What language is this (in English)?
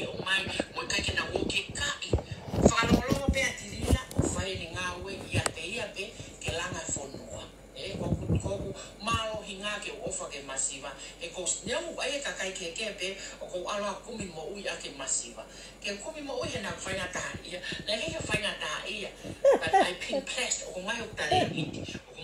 Tongan